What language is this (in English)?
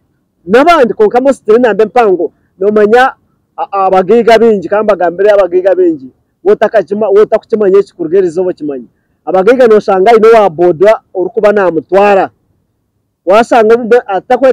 Nyankole